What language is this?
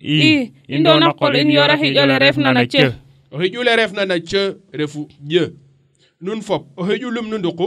Serer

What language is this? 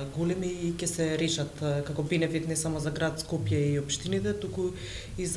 Macedonian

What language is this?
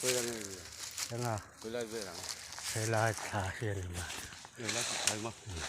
Mizo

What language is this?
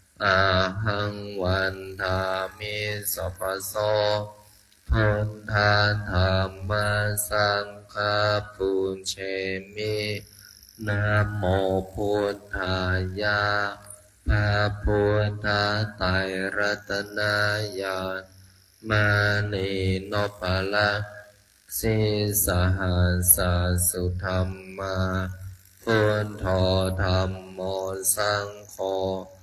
Pali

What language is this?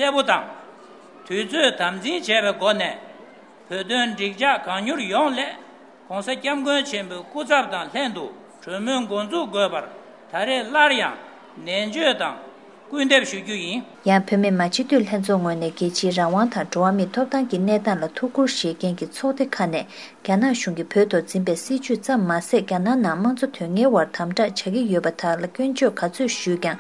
Tibetan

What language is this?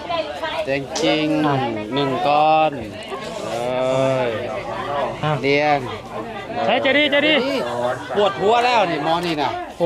Lao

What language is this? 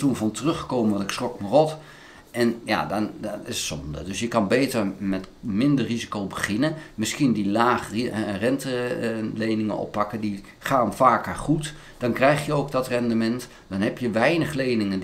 Dutch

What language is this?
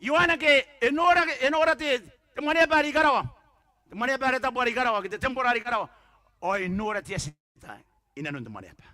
Gilbertese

